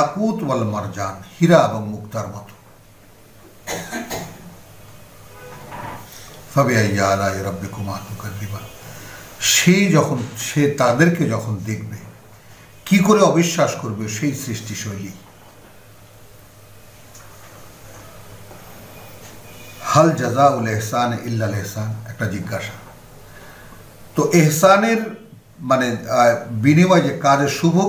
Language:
Bangla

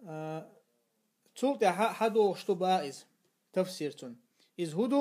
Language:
Chechen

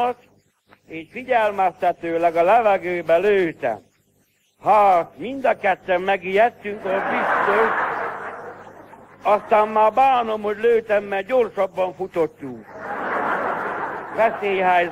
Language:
Hungarian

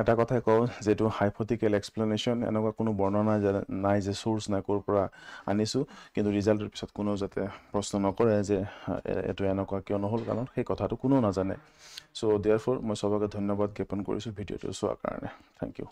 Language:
Assamese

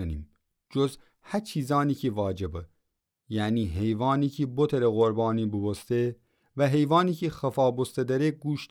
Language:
Gilaki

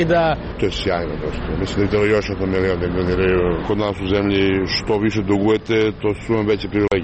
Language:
Serbian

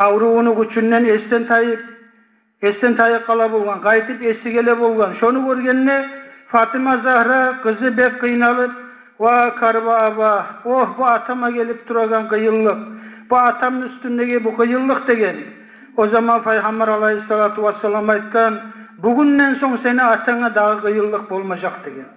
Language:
Kumyk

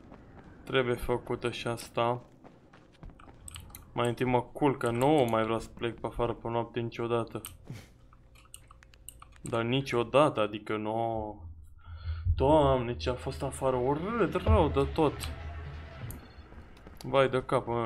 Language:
Romanian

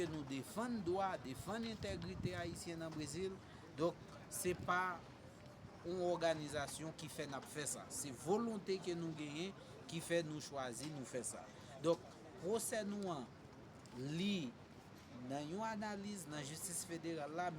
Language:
Haitian Creole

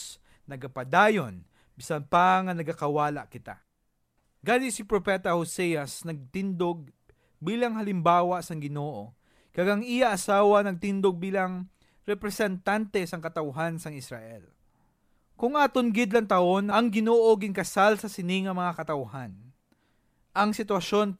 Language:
Hiligaynon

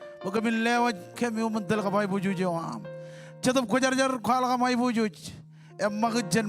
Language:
Marshallese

